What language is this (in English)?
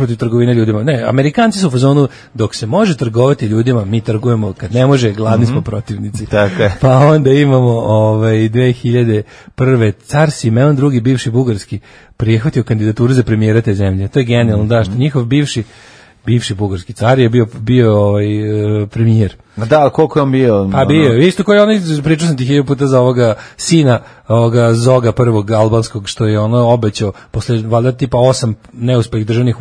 Serbian